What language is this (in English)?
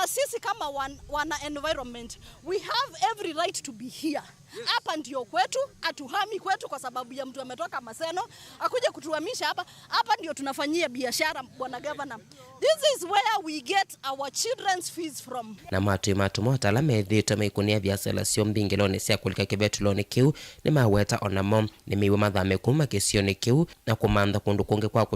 Kamba